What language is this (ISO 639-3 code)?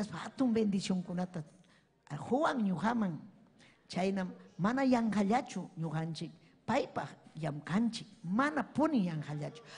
quy